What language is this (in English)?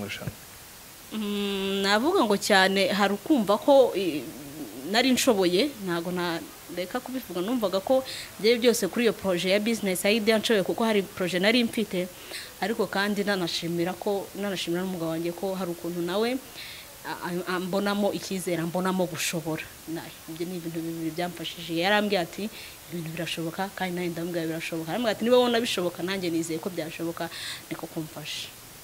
Kinyarwanda